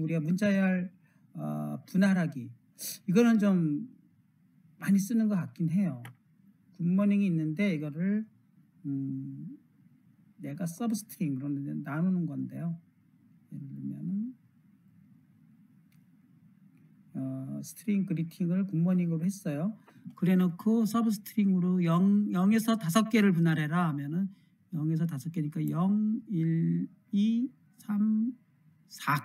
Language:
Korean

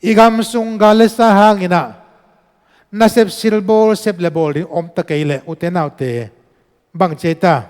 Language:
Tedim Chin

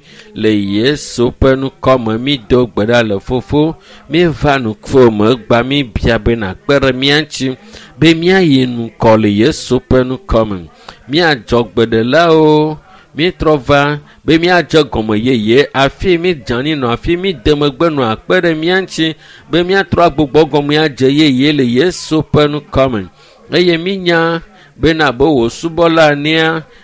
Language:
Ewe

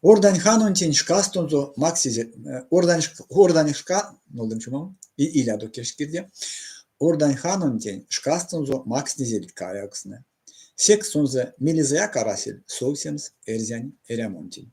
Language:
Erzya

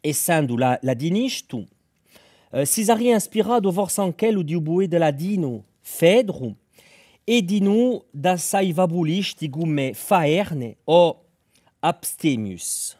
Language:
Corsican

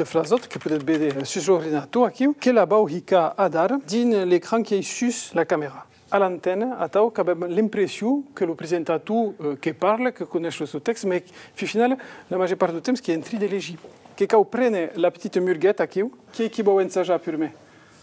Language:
Occitan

